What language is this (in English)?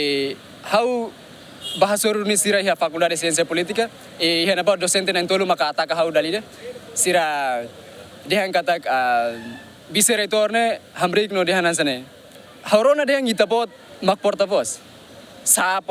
Tetum